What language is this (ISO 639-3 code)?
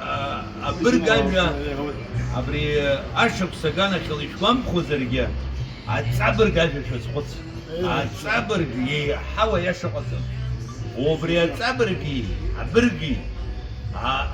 abk